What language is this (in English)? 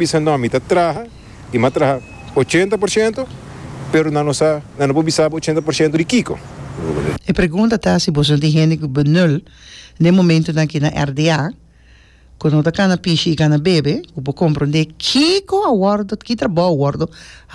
Papiamento